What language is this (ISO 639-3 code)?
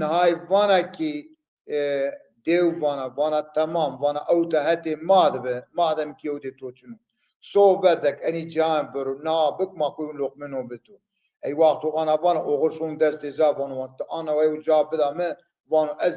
zza